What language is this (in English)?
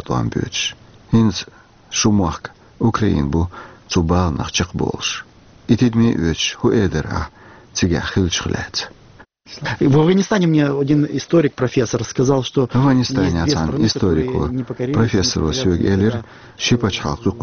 Chechen